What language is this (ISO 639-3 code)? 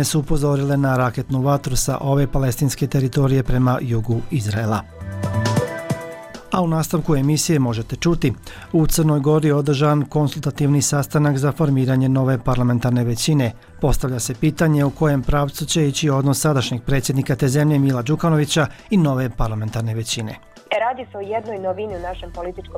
bos